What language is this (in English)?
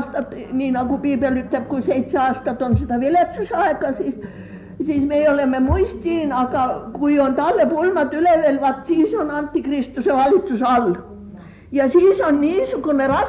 Estonian